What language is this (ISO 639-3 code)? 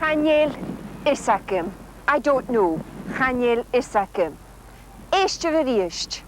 gla